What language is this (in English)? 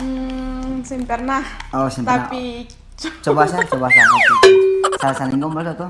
Ambonese Malay